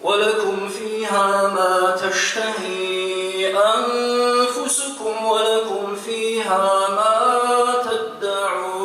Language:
Kabardian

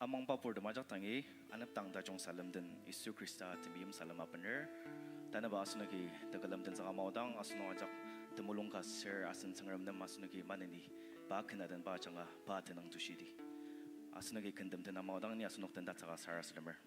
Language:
Ao Naga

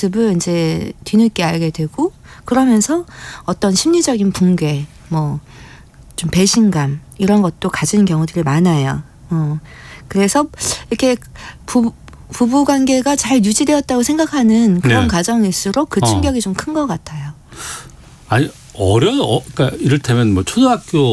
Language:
Korean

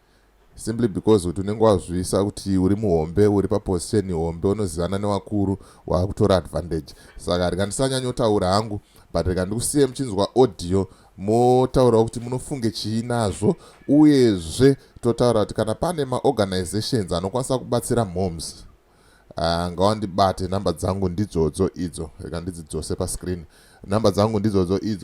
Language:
Shona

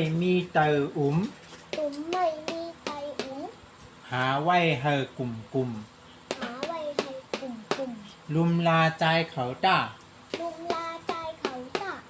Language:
Shan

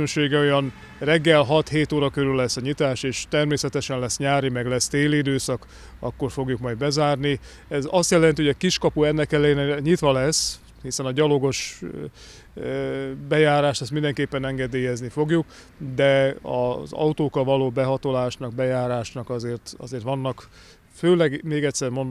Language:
Hungarian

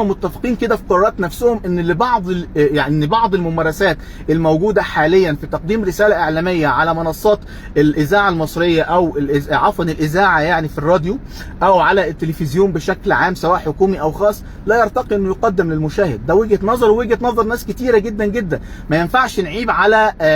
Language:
Egyptian Arabic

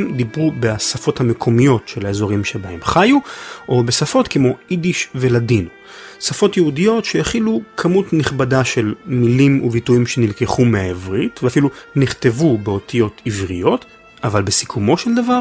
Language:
Hebrew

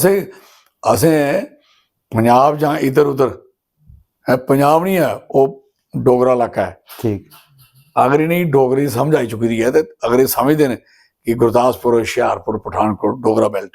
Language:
Dogri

